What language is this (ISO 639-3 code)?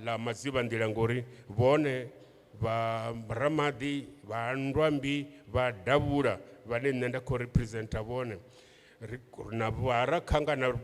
ven